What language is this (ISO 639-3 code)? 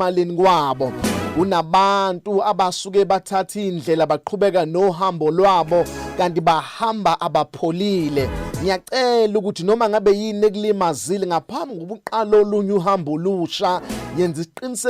zul